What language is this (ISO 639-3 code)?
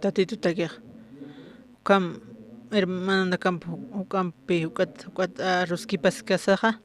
aym